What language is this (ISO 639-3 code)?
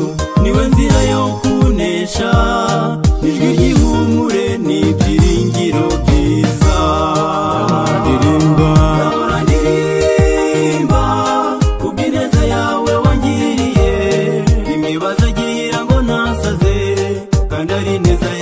kin